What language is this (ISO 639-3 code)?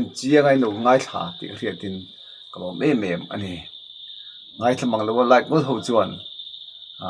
lus